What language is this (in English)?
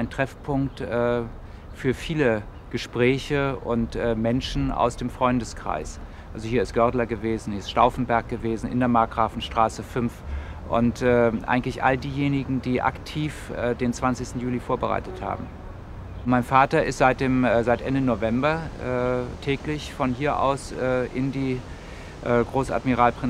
German